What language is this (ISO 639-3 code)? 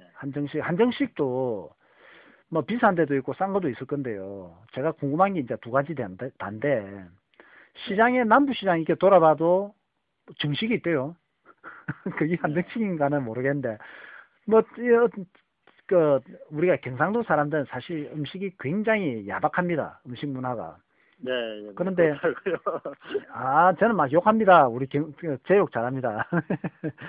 kor